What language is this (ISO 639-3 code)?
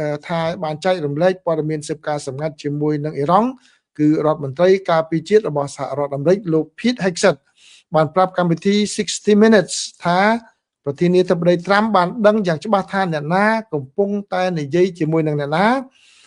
khm